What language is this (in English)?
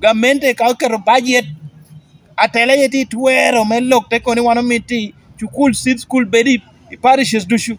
Lango (Uganda)